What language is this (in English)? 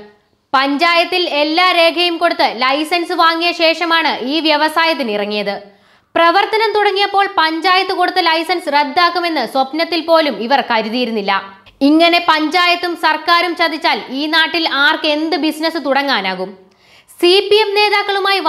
Malayalam